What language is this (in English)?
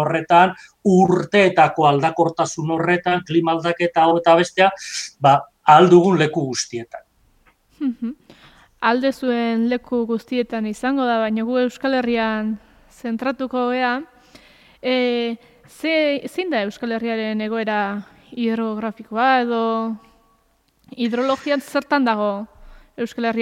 Basque